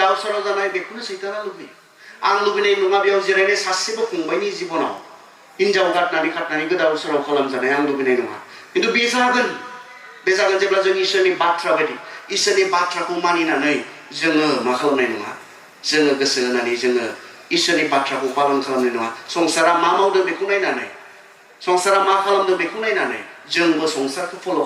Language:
Bodo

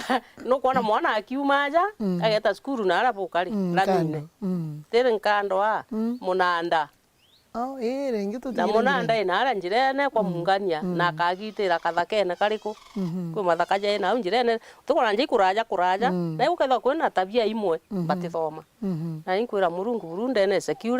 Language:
Meru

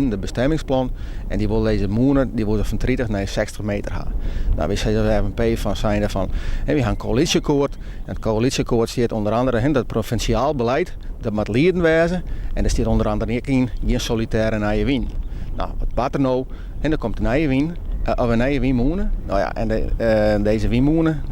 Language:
Western Frisian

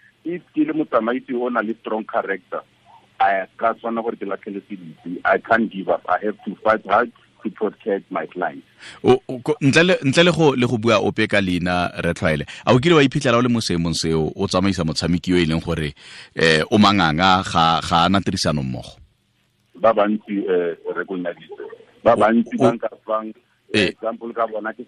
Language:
Tswana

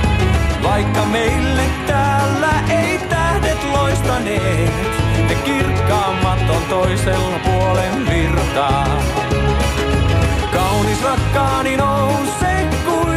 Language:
Finnish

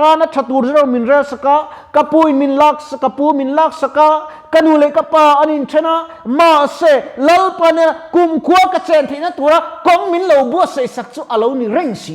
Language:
Mizo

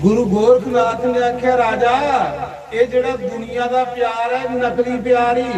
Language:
Dogri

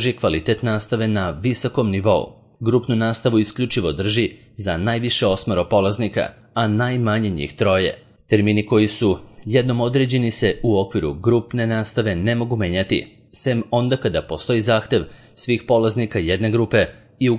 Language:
Serbian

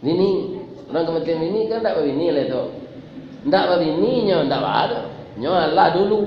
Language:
Minangkabau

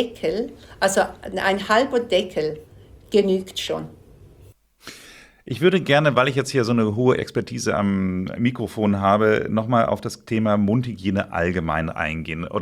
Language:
German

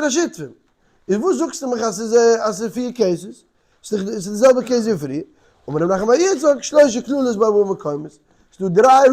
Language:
Yiddish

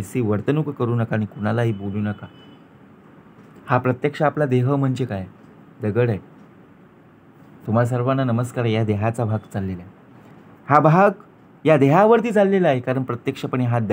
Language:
Marathi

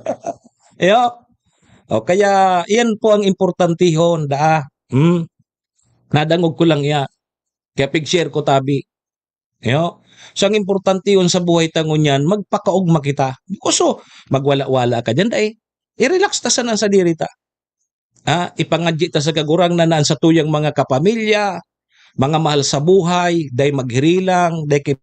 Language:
Bikol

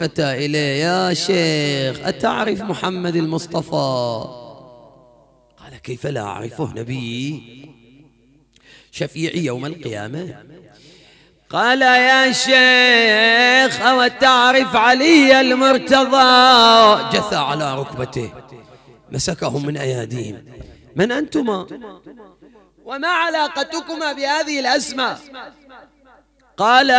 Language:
Arabic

